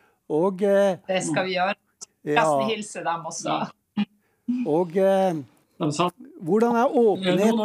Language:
Norwegian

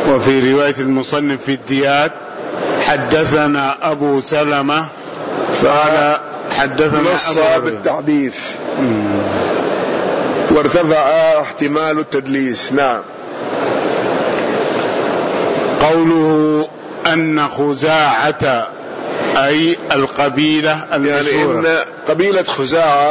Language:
Arabic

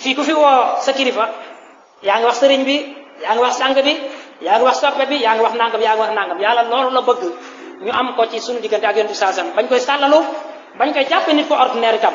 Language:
Wolof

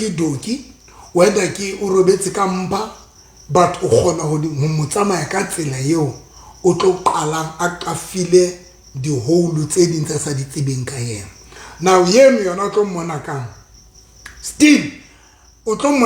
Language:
Southern Sotho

